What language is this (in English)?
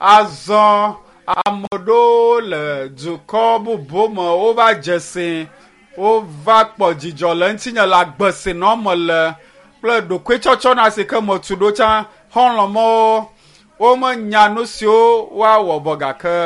Ewe